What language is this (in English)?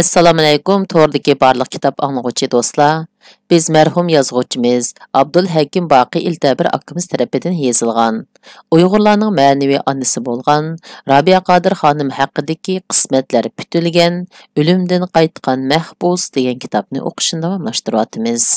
Uyghur